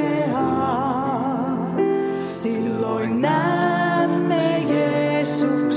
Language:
Finnish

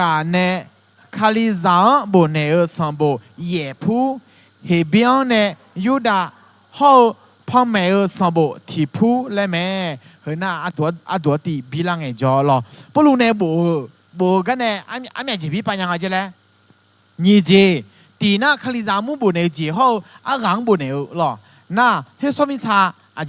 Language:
Akha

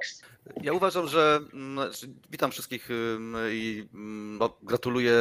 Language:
Polish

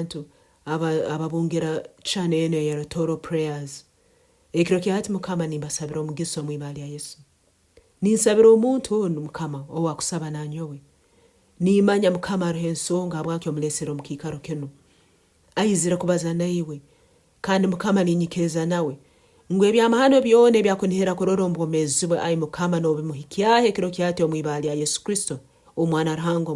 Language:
Nyankole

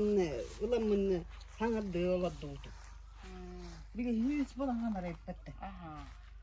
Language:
Yakut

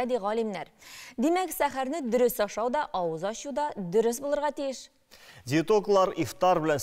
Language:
Tatar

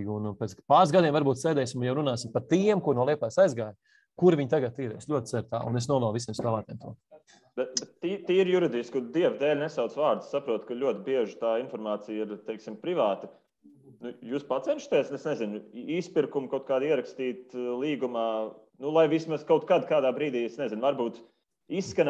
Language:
Latvian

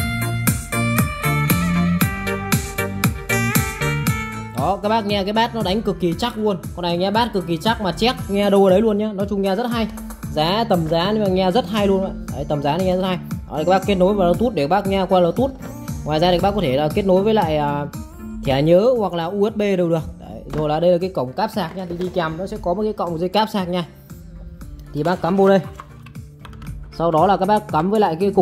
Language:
Vietnamese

